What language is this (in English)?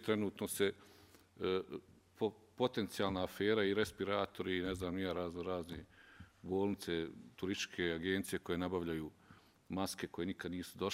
Bosnian